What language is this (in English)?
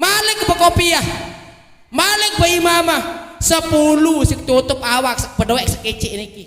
Sasak